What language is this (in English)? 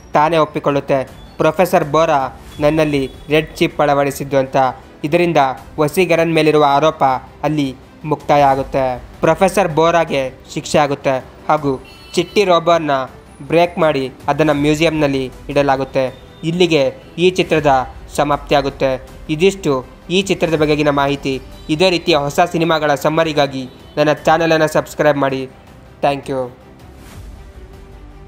Kannada